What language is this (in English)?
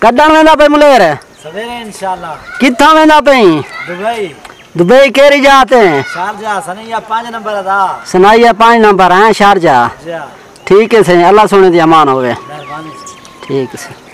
Saraiki